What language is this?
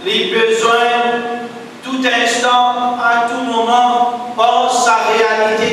Morisyen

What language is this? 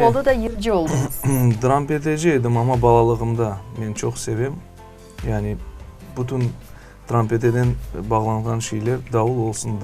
Crimean Tatar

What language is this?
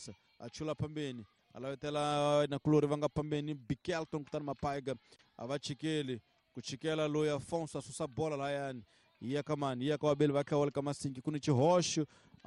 Tsonga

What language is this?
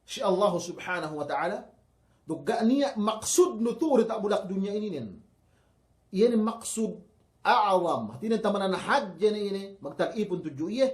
Yakan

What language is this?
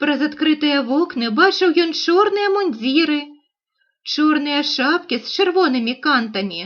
Belarusian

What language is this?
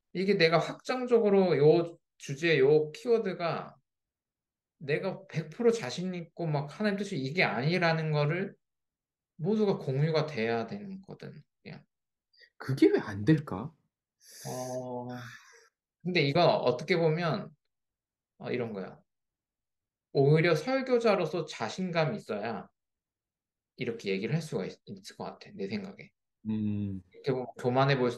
Korean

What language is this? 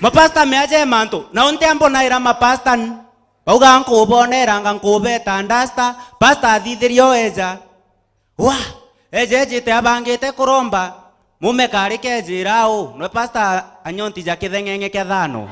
Meru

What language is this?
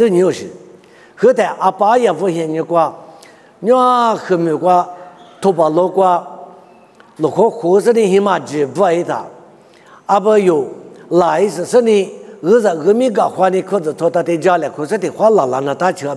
Lisu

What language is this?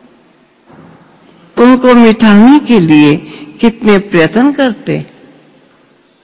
Hindi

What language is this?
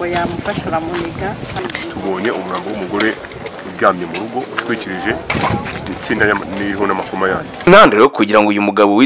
Kinyarwanda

